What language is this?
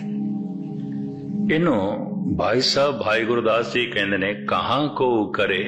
Punjabi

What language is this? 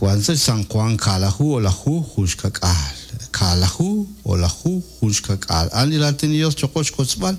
Kekchí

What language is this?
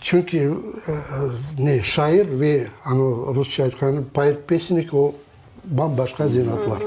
Crimean Tatar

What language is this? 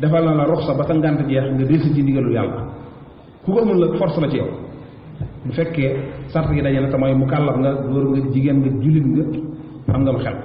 Wolof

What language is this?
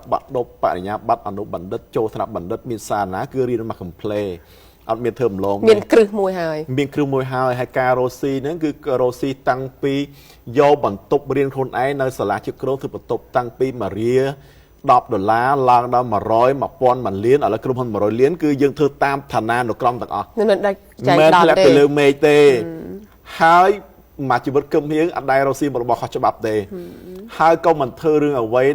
Khmer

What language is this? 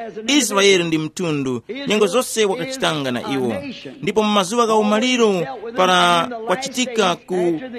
Tumbuka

